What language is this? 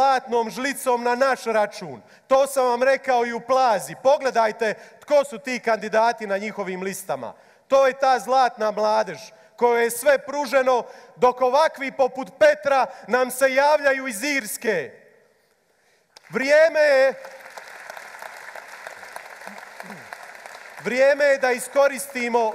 Croatian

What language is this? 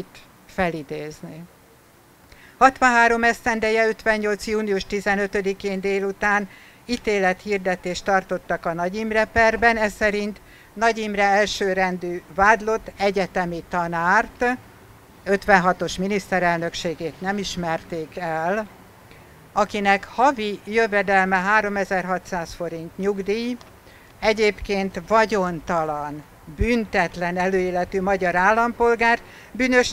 Hungarian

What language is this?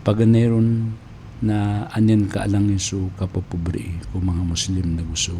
Maranao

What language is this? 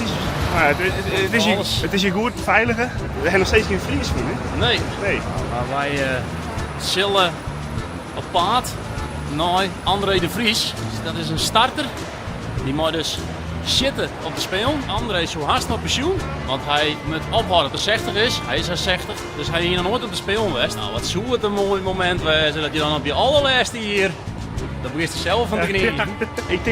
Western Frisian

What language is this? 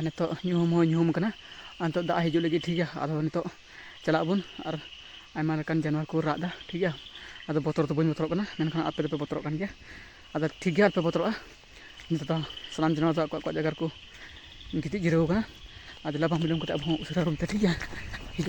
Santali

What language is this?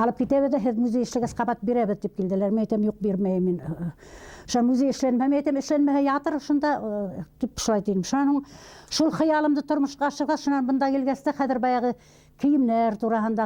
Bashkir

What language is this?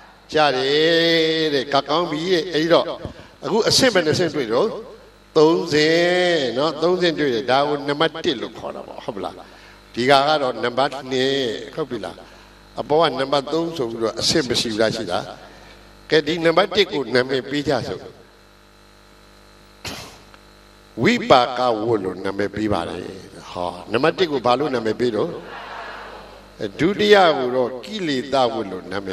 Burmese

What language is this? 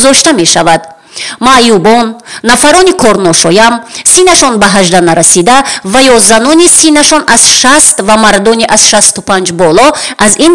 Tajik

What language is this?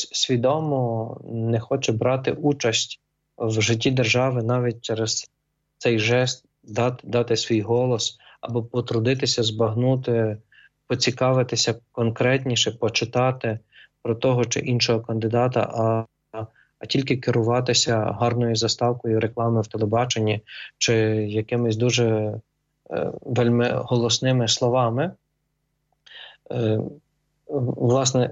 Ukrainian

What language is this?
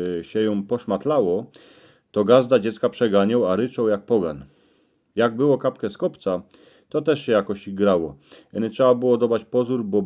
Silesian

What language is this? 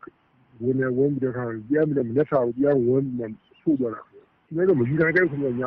Burmese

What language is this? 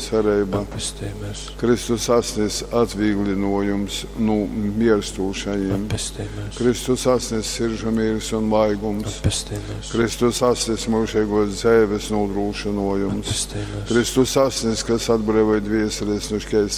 Latgalian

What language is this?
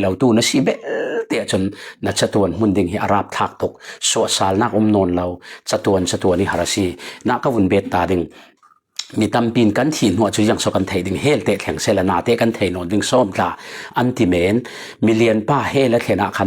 Falam Chin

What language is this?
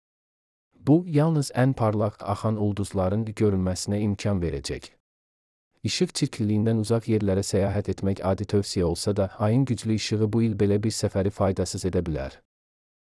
Azerbaijani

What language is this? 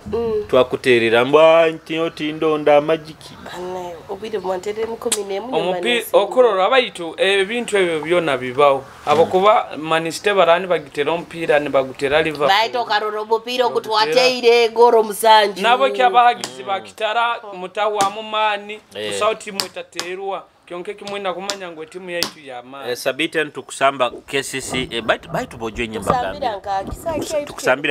Nyoro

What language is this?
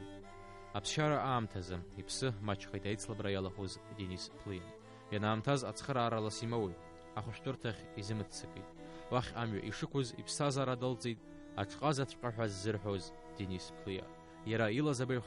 Abkhazian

